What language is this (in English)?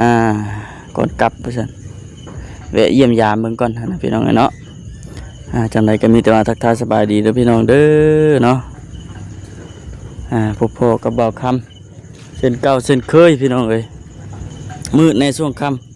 Lao